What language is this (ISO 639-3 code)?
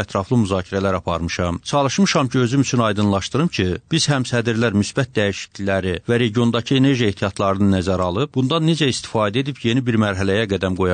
aze